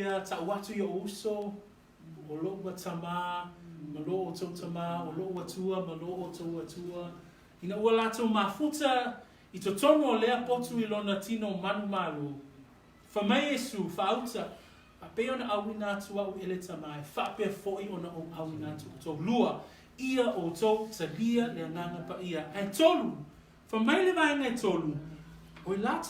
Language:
Samoan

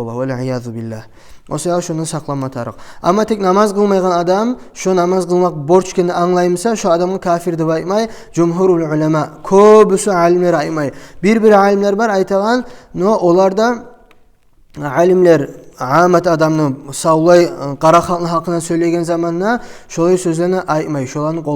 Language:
Kumyk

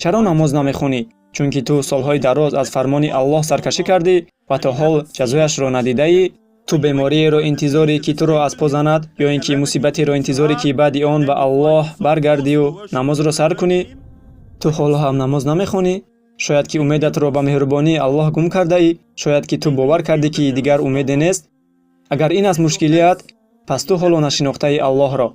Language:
Tajik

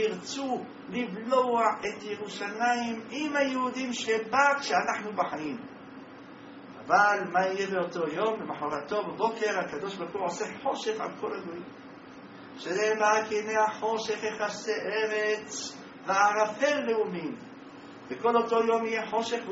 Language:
Hebrew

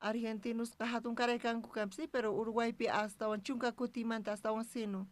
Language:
South Bolivian Quechua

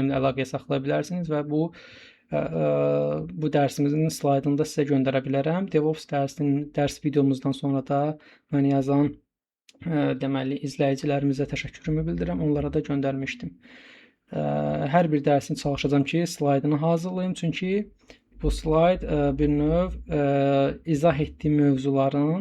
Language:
Azerbaijani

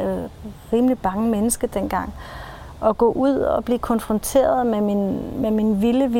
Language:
Danish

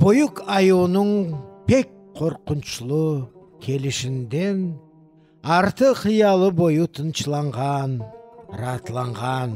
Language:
Crimean Tatar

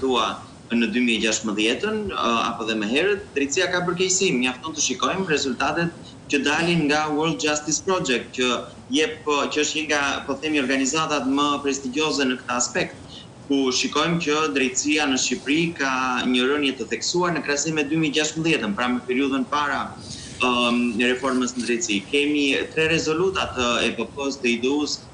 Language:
Albanian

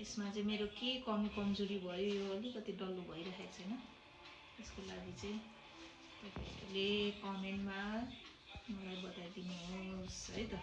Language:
Nepali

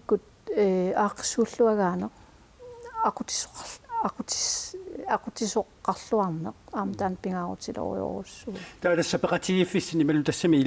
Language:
Kalaallisut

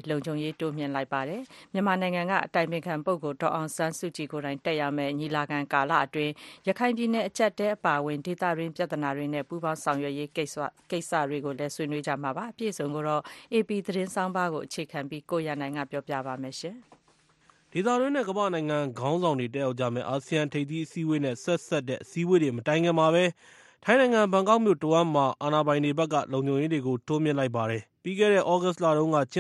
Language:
Burmese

